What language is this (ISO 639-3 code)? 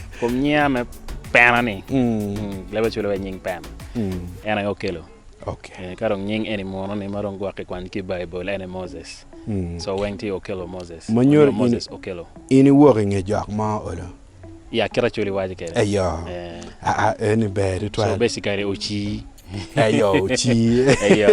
ach